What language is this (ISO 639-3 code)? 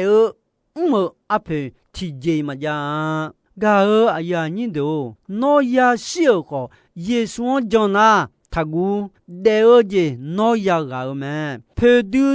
ahk